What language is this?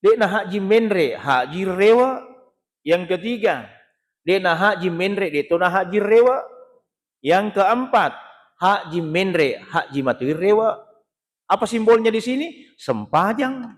Buginese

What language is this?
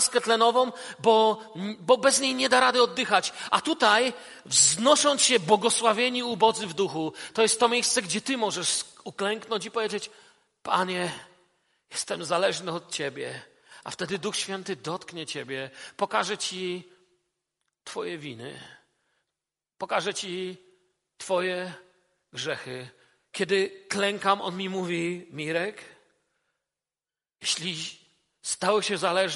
Polish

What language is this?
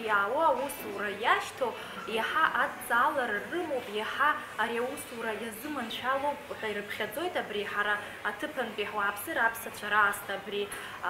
Abkhazian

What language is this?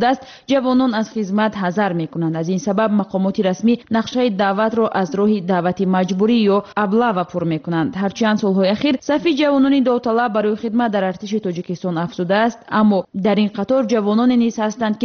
Tajik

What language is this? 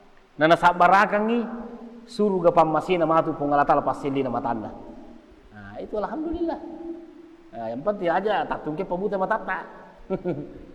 Buginese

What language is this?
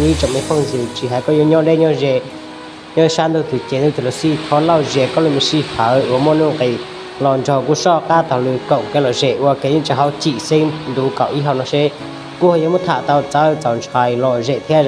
Hmong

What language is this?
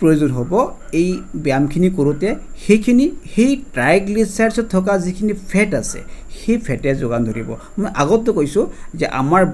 Assamese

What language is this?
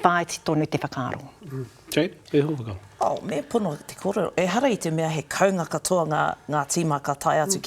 Māori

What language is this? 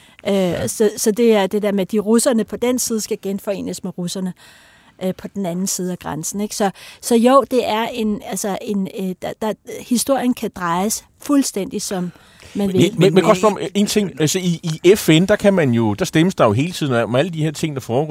Danish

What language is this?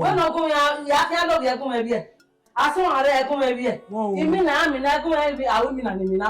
Bini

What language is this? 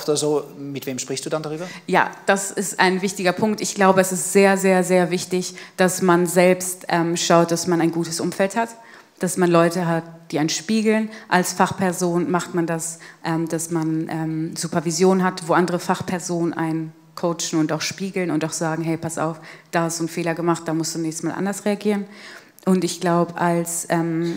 Swiss German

